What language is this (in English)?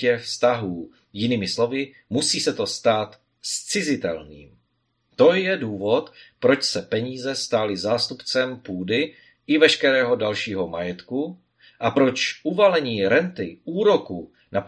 Czech